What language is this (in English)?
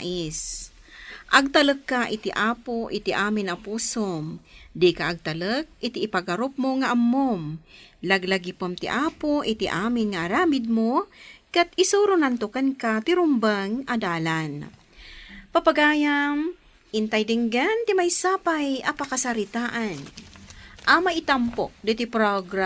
Iloko